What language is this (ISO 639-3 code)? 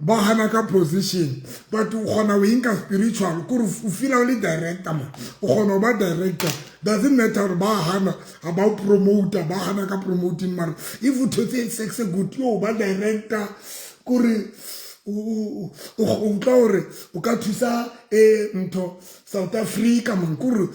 sot